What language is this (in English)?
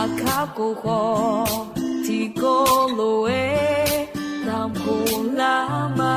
Akha